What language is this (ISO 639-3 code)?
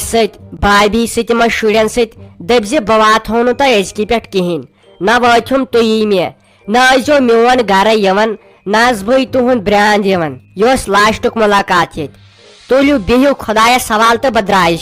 kas